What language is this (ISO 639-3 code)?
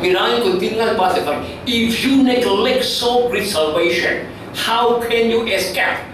cfm